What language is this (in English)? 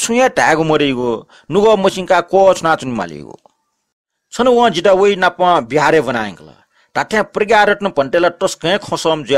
Newari